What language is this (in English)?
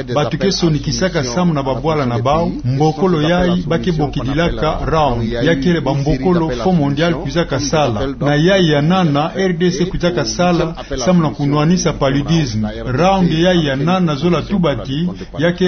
Kituba (Democratic Republic of Congo)